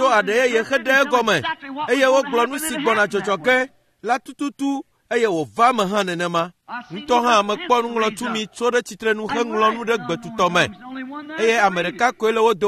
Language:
Ewe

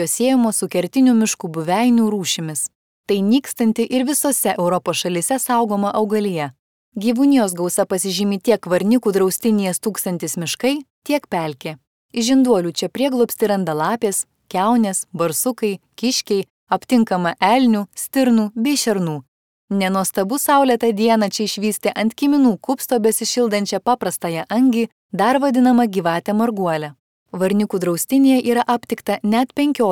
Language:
Lithuanian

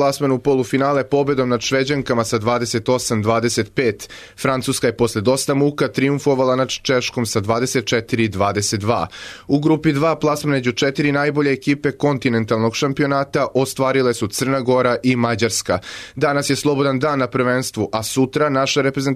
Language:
Serbian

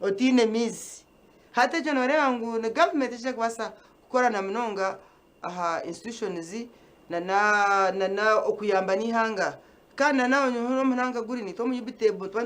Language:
Nyankole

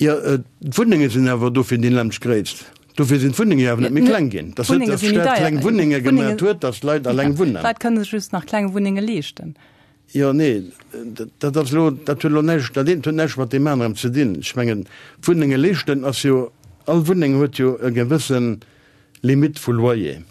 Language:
Luxembourgish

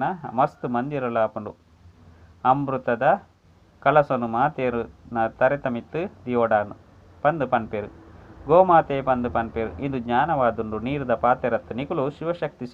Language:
Tulu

